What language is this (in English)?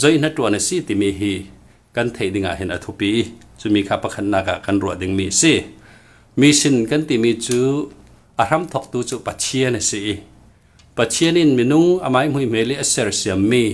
Falam Chin